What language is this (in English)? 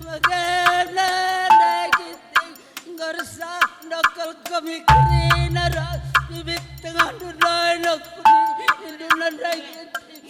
Batak Karo